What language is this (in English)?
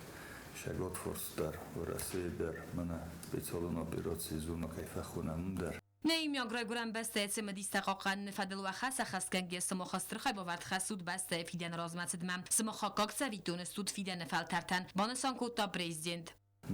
Ossetic